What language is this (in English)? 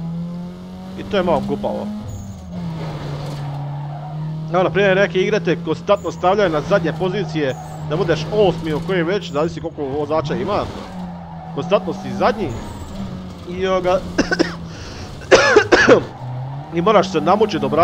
Croatian